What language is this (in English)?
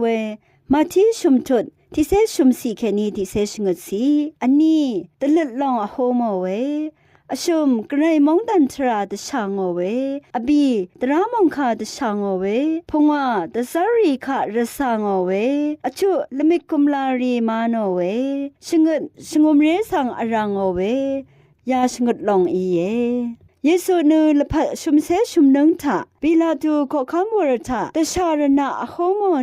Rawang